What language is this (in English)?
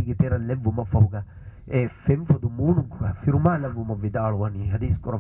Divehi